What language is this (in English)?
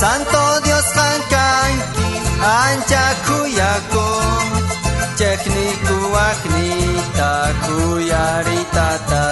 South Bolivian Quechua